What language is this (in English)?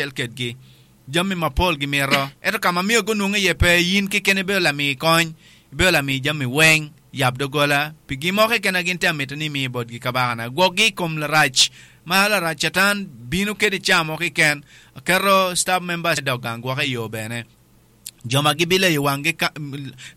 Acoli